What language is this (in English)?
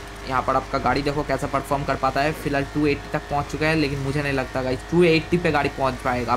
Hindi